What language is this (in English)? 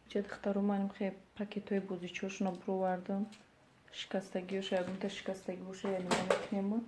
Tajik